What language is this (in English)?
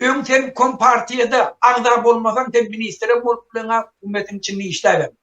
Turkmen